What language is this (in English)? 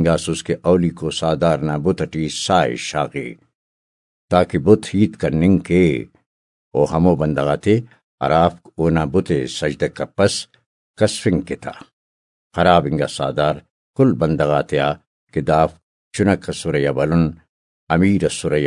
Brahui